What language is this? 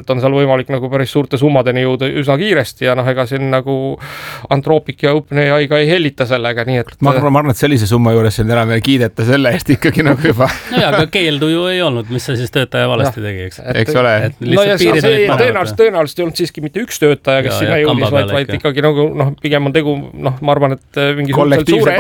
Estonian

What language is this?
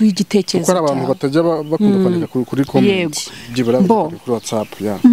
Kinyarwanda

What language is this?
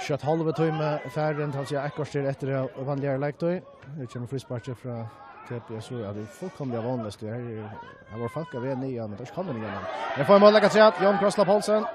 Faroese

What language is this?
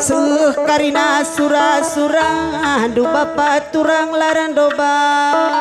Batak Karo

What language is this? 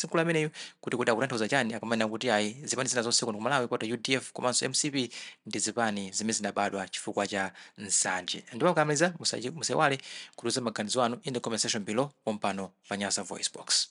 Nyanja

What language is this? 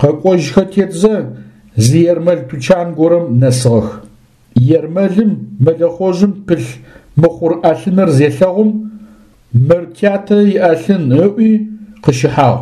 Adyghe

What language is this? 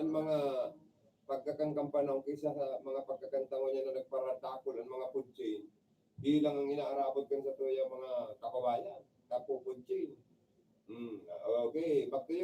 Bikol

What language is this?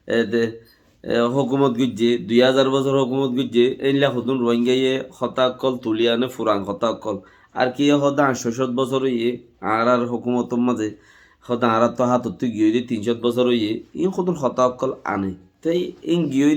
Rohingya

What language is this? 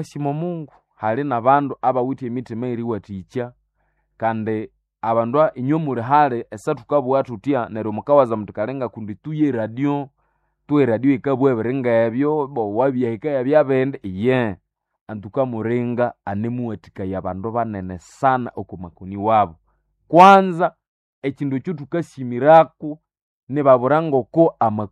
Nande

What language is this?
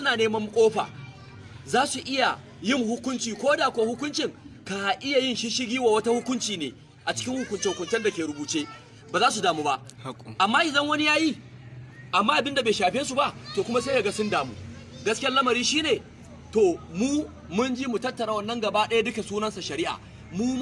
Hausa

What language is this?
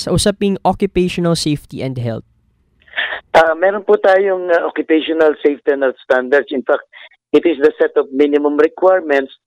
Filipino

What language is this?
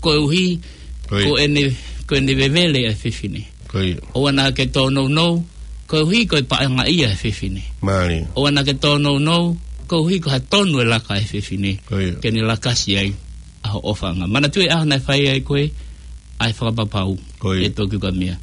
Tongan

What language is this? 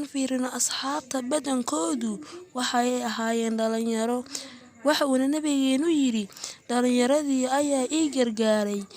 Somali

